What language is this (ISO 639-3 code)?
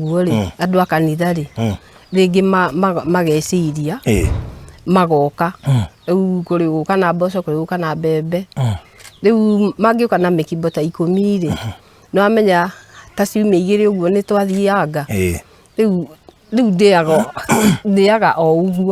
kik